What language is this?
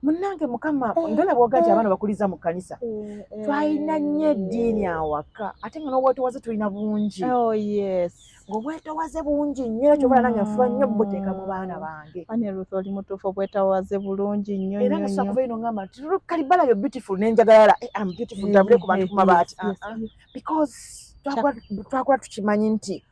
Ganda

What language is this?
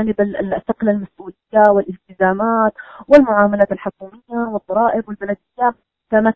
Arabic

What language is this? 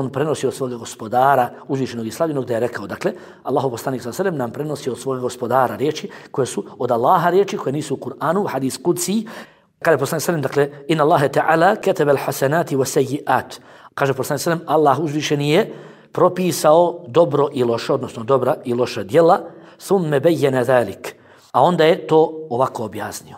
Bosnian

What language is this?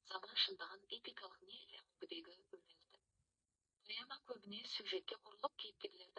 Kazakh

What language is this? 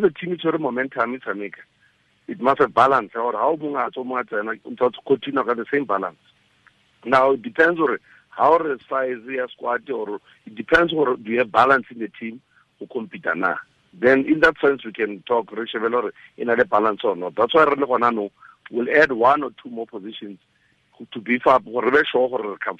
Tswana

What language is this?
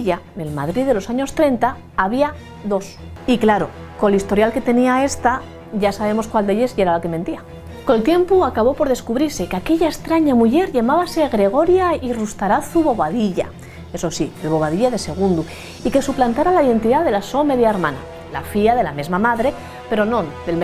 Asturian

